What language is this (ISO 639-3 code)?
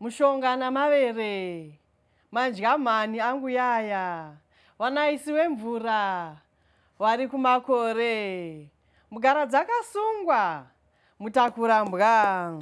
sna